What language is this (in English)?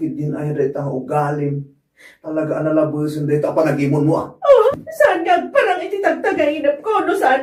Iloko